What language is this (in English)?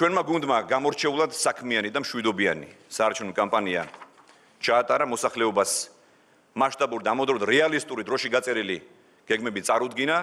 Georgian